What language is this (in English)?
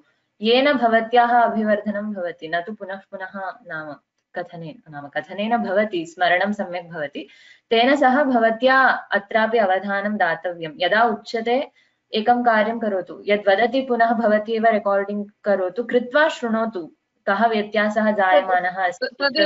Sanskrit